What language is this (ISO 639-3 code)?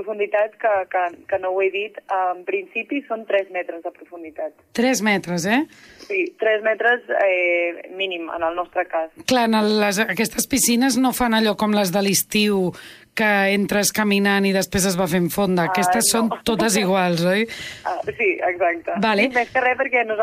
cat